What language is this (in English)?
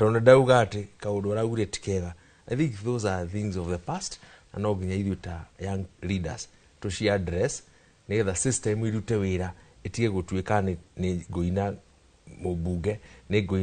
Kikuyu